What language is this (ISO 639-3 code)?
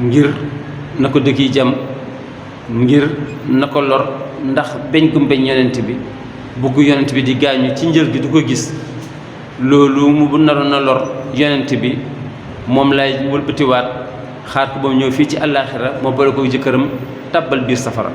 wol